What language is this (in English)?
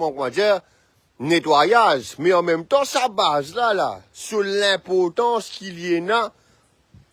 Morisyen